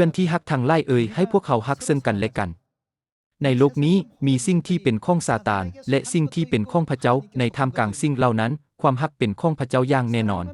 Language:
Lao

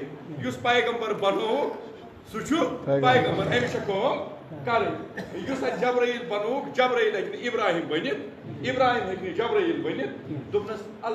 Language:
Kashmiri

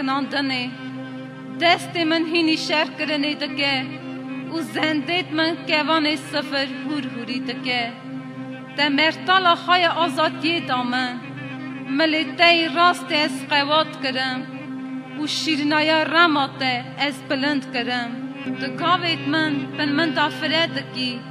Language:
Kurdish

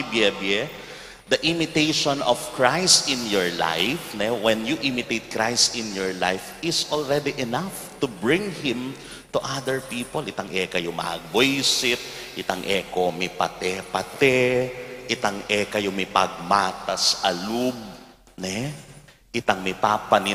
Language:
Pampanga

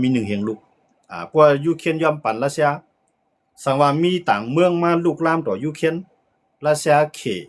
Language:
Shan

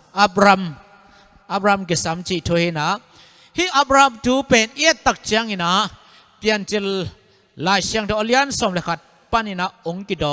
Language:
Tedim Chin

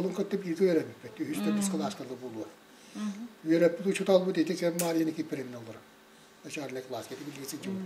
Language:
Yakut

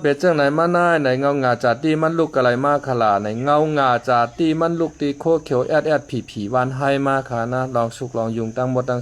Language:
Shan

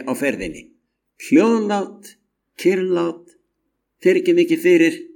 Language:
Icelandic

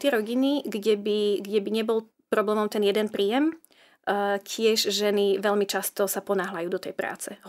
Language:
Slovak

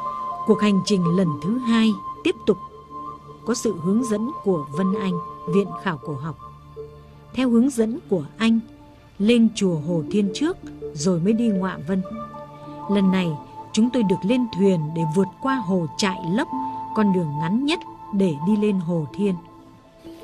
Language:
Vietnamese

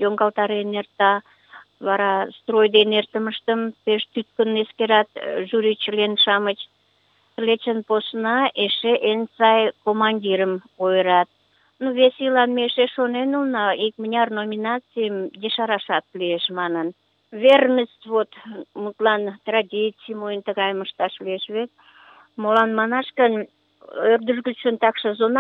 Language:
Mari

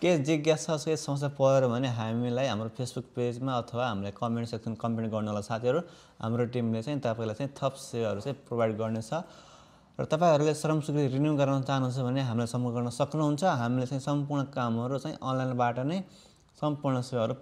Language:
Nepali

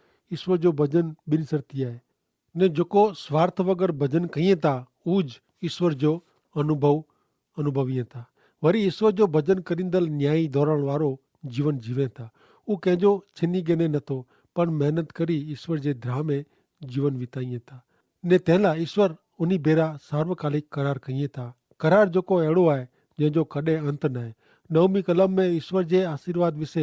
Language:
Kachhi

